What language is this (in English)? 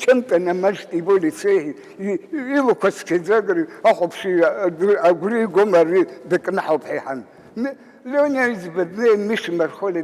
Abkhazian